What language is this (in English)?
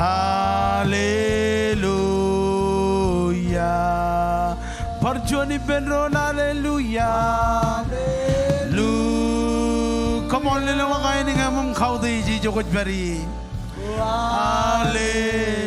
Marshallese